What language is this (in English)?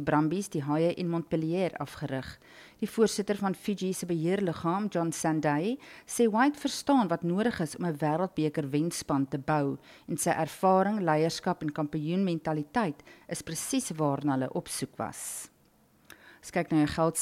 Afrikaans